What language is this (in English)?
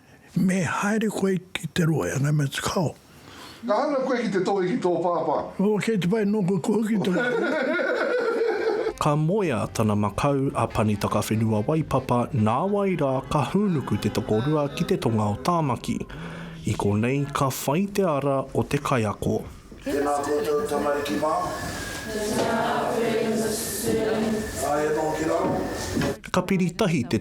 Māori